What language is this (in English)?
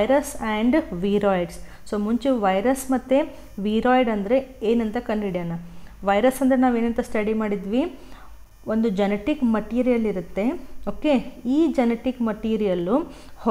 Kannada